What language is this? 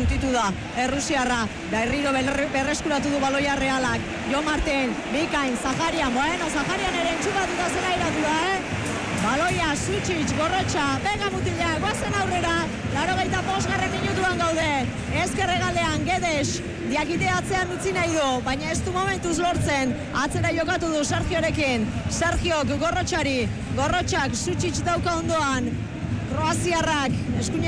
Basque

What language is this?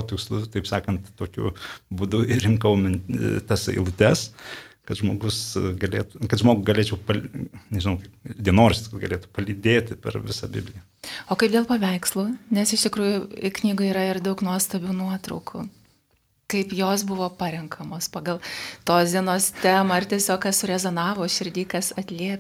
Lithuanian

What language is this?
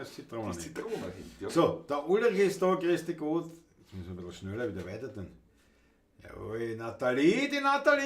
Bavarian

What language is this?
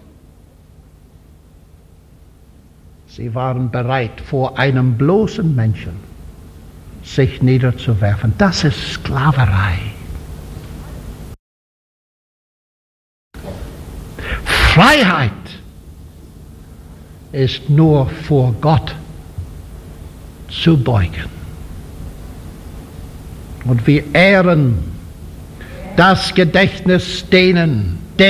German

